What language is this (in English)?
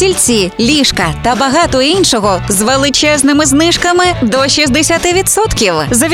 Ukrainian